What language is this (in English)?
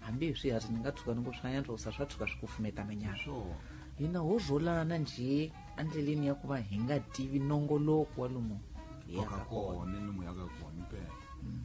Tsonga